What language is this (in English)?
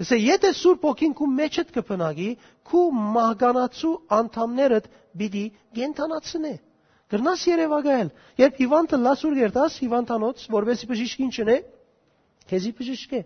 Western Armenian